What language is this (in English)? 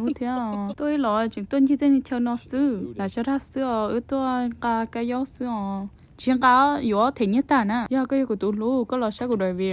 Hmong